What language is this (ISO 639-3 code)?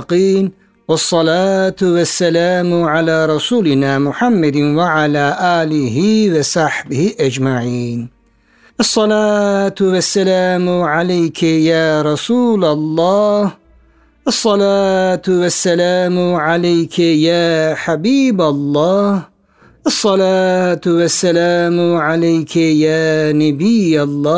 tur